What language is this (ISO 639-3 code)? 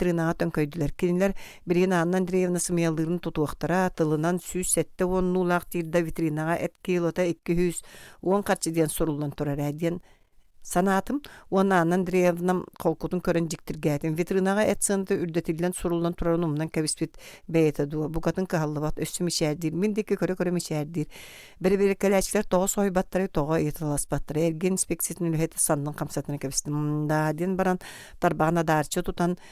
sah